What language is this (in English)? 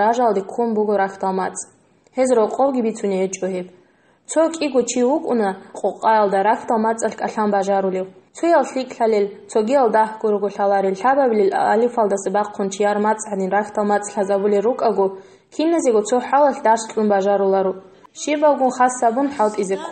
Avaric